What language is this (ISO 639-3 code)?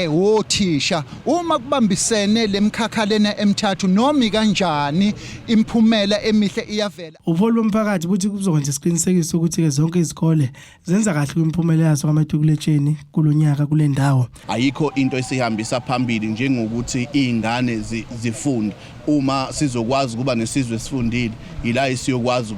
zul